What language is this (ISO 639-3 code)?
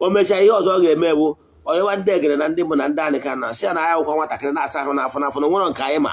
ibo